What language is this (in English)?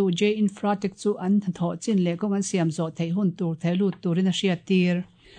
Mizo